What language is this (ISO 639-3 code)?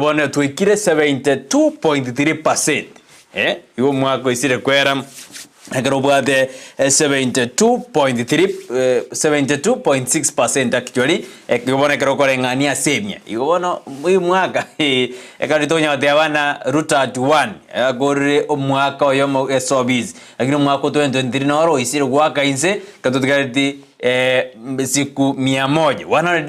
guz